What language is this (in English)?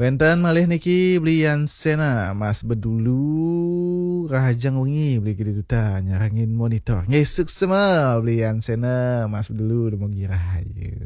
Balinese